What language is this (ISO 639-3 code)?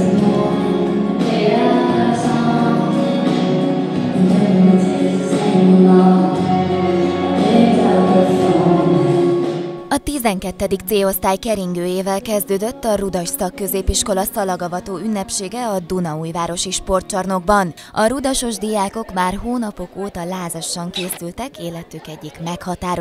hun